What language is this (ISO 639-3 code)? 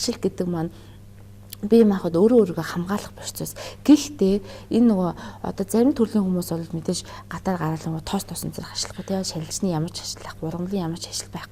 mon